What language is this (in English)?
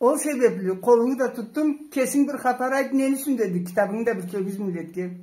Karachay-Balkar